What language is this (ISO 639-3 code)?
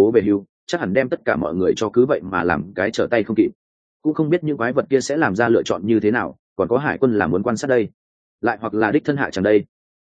vie